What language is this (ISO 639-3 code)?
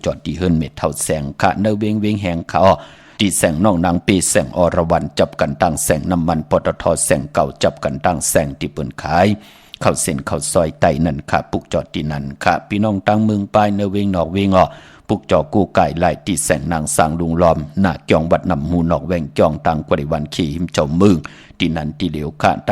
shn